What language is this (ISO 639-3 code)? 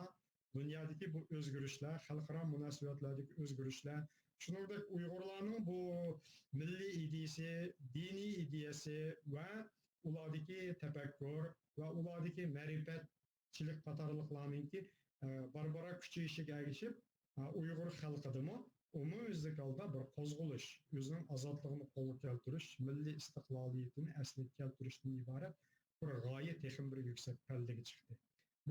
uig